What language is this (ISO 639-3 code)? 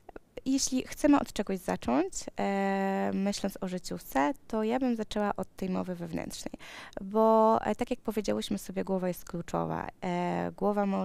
pol